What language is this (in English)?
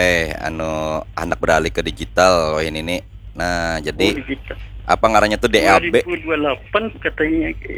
Banjar